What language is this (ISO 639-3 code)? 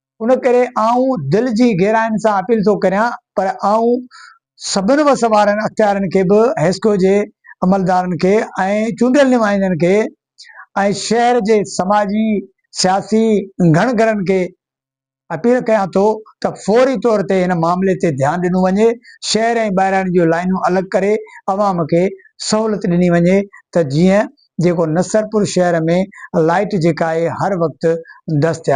snd